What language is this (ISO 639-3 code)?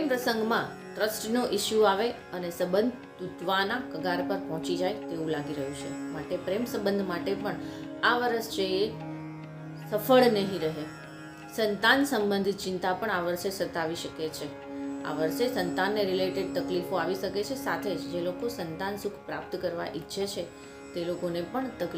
guj